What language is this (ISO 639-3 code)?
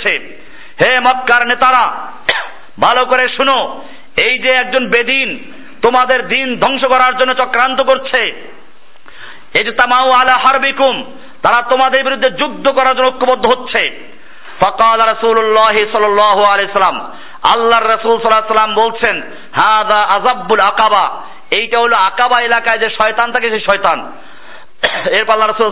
ben